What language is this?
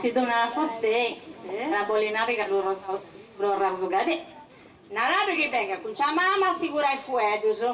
Sardinian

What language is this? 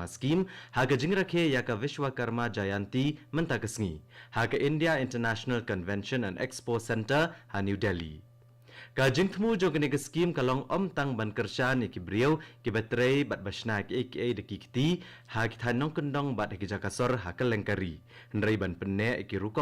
Khasi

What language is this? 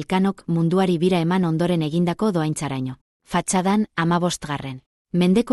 Basque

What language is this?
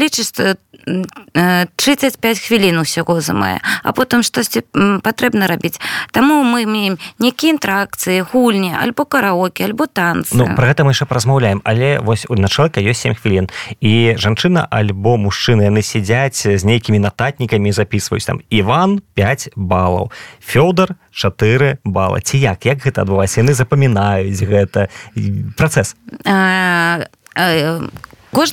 Belarusian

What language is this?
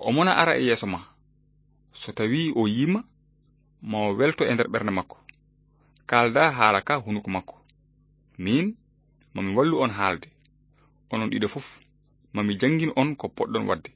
Fula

